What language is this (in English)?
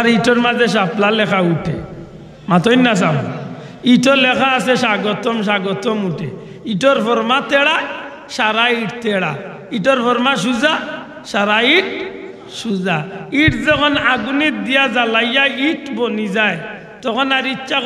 Sylheti